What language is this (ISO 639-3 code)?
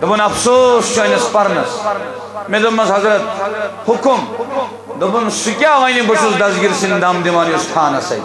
kas